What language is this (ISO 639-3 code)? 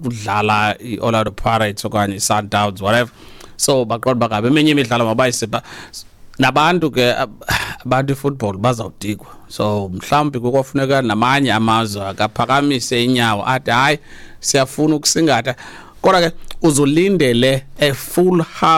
xho